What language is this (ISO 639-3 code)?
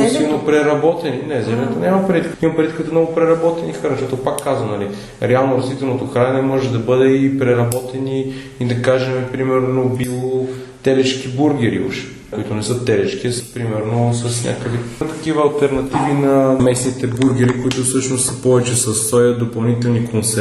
bul